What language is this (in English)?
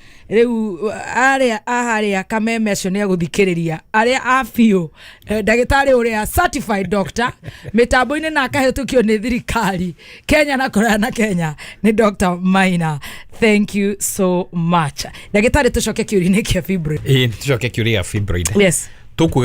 Kikuyu